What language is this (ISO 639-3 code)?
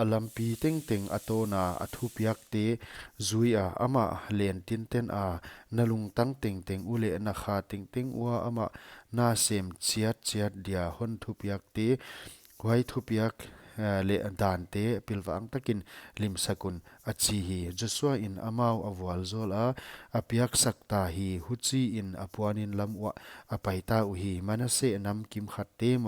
pck